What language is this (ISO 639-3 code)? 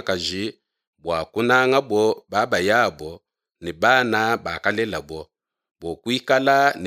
lua